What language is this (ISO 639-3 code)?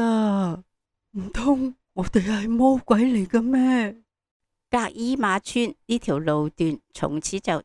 yue